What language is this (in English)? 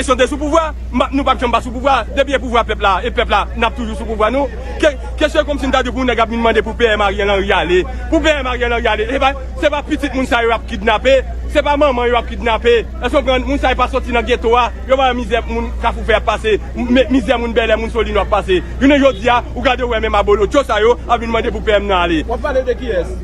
Haitian Creole